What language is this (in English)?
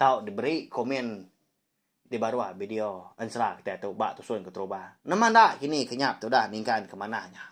Iban